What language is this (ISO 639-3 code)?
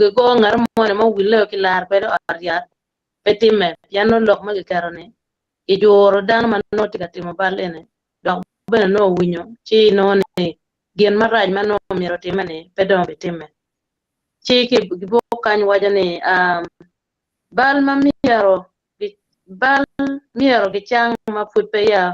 ach